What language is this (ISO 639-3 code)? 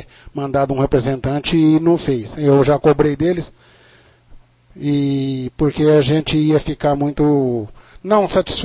por